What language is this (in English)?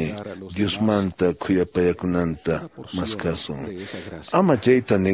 Quechua